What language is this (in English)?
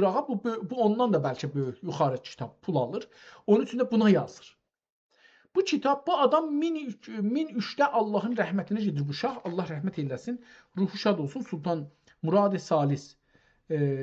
South Azerbaijani